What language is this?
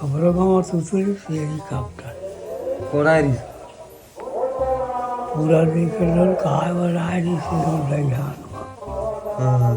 Chhattisgarhi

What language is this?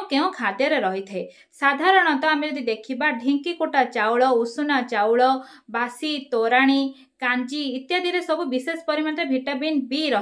Odia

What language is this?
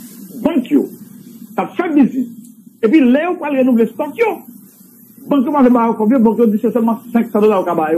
Haitian Creole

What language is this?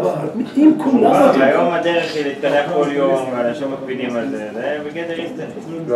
Hebrew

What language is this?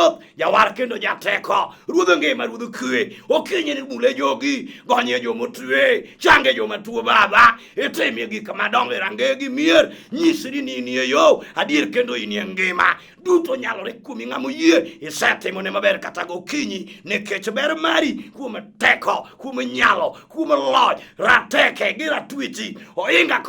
Luo (Kenya and Tanzania)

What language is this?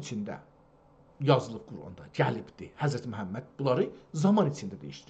South Azerbaijani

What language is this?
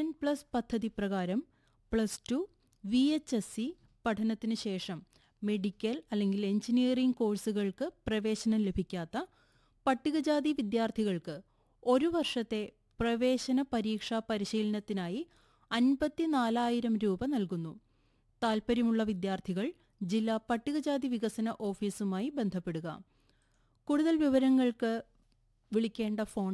Malayalam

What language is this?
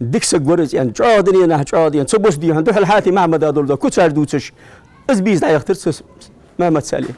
Ingush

